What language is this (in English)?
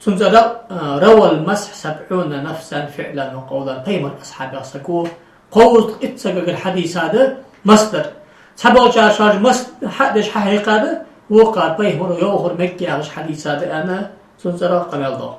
Ingush